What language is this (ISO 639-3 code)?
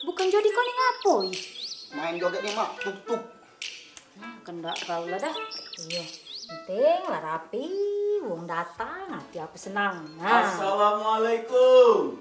mui